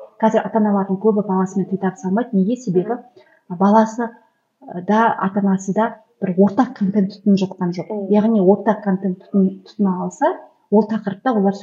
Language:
Kazakh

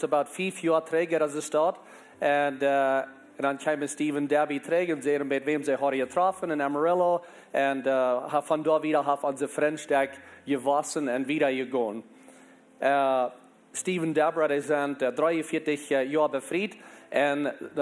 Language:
Plautdietsch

